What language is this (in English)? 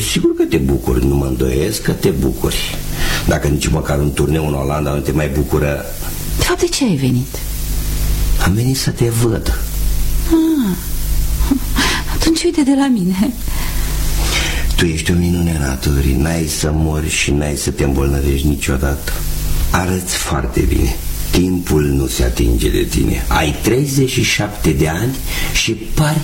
Romanian